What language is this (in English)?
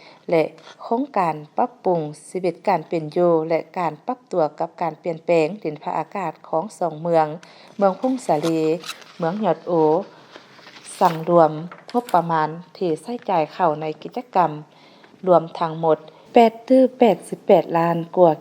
Lao